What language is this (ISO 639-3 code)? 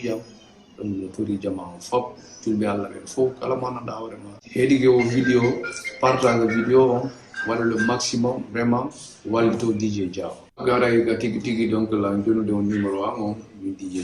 ful